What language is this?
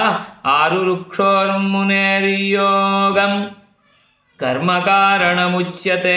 Sanskrit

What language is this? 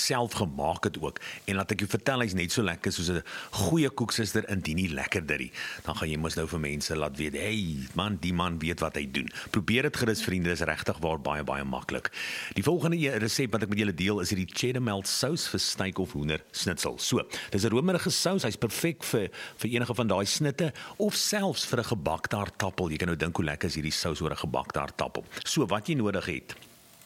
Afrikaans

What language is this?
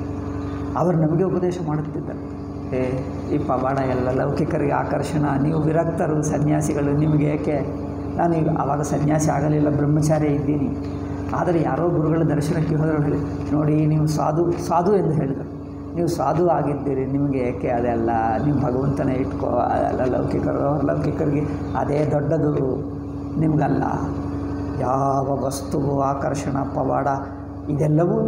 Kannada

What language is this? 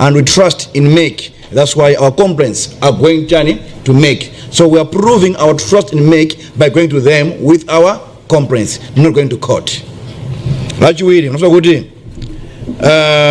Nyanja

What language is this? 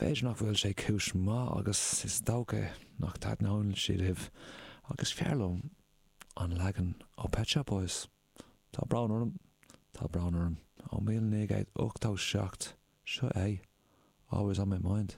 Irish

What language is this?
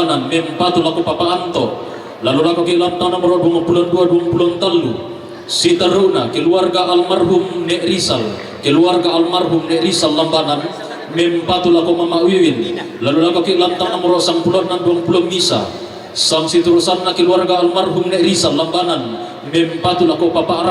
Toraja-Sa'dan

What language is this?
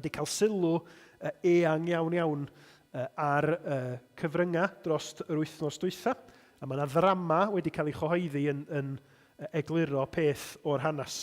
Welsh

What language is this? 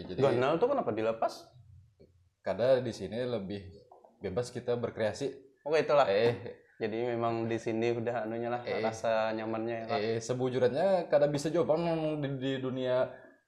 Banjar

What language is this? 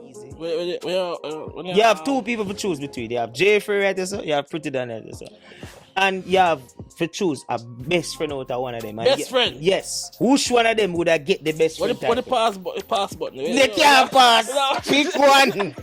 Jamaican Creole English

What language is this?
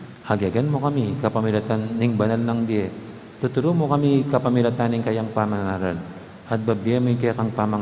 Pampanga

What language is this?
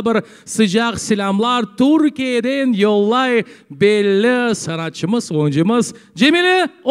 Crimean Tatar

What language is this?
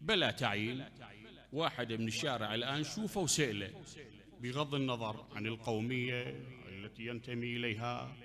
Mesopotamian Arabic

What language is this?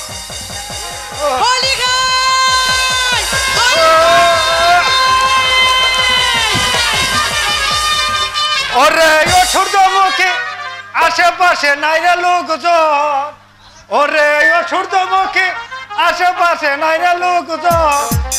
Bangla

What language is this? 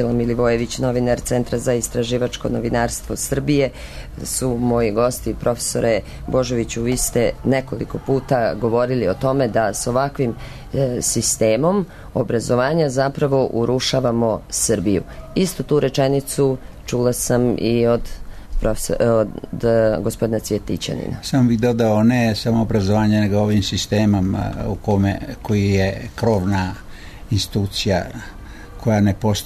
Serbian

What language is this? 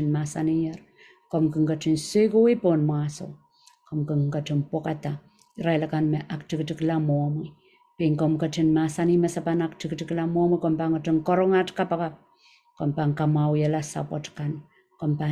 Pohnpeian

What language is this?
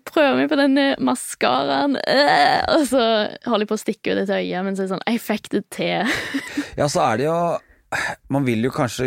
Norwegian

